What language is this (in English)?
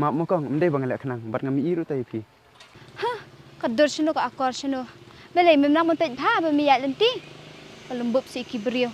Khasi